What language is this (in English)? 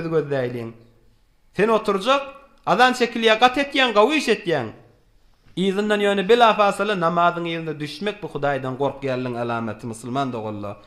Turkmen